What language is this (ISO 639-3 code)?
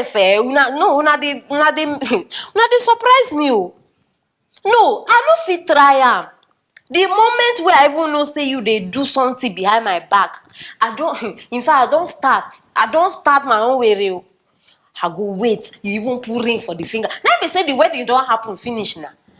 pcm